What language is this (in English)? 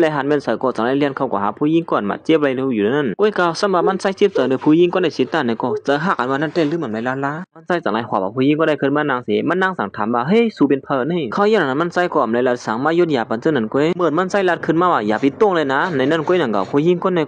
Shan